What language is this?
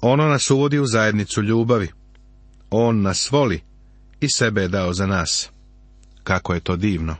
Serbian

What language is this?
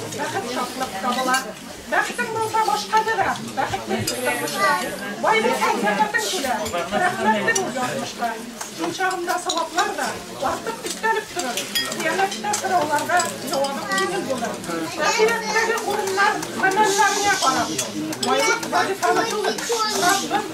Bashkir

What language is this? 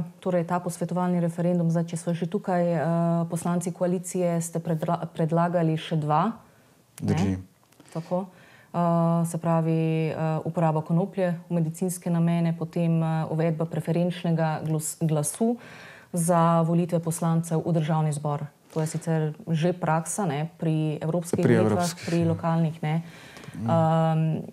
Slovenian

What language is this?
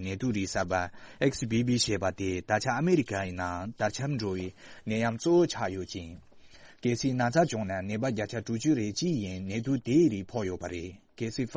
Tibetan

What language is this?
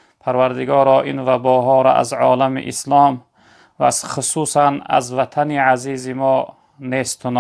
Tajik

